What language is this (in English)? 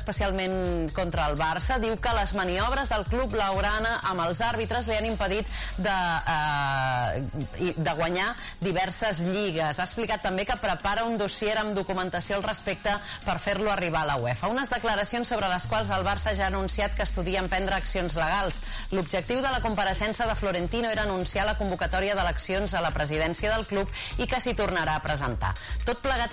Catalan